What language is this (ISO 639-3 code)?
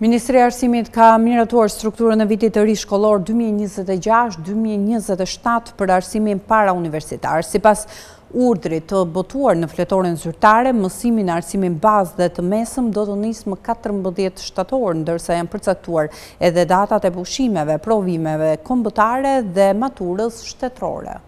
sqi